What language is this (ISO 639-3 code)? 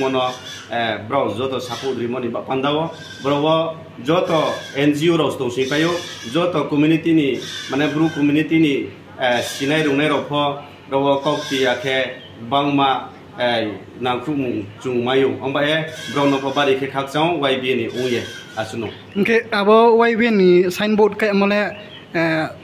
ria